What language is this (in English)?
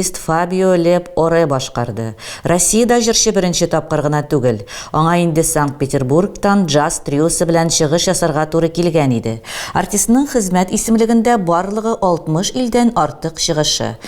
Tatar